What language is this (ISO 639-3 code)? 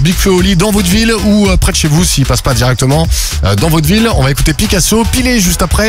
fra